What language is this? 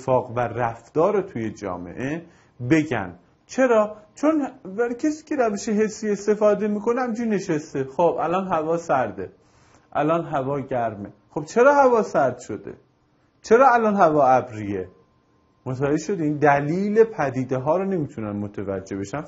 Persian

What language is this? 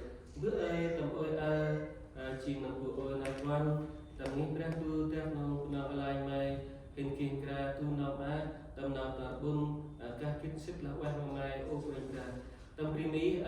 Central Mnong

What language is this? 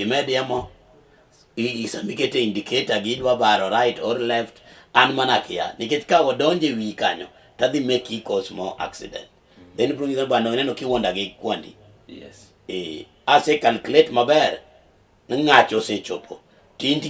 Luo (Kenya and Tanzania)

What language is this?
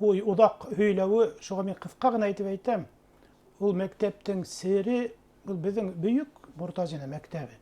Bashkir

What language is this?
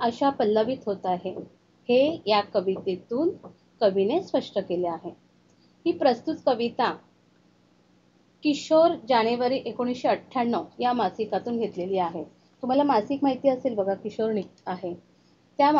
Marathi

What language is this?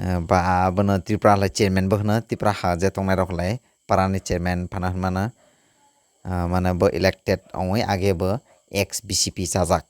Kok Borok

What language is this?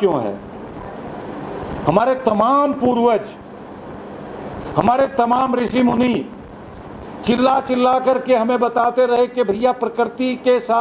Hindi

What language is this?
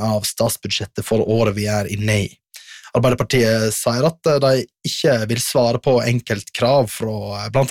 Norwegian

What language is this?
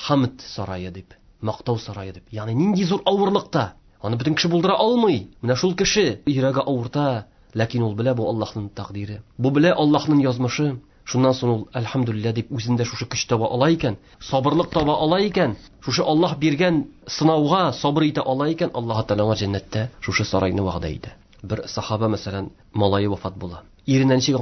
Tatar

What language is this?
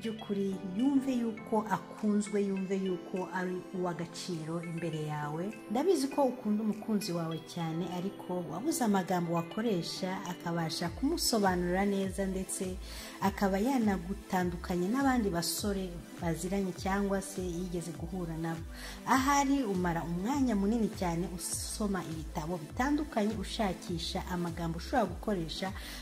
Kinyarwanda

